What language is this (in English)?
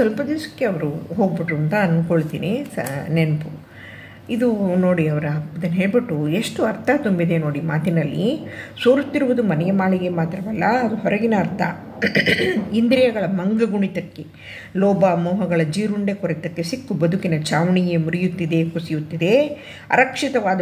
Kannada